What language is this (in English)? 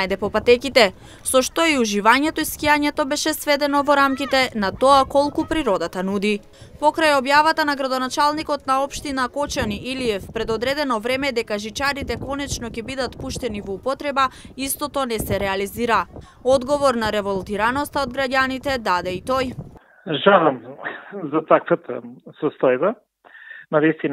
Macedonian